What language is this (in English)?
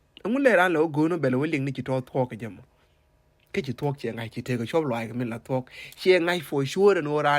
Nuer